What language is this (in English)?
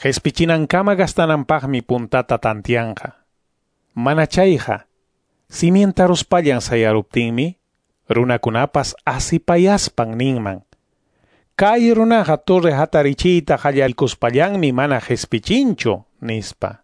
Quechua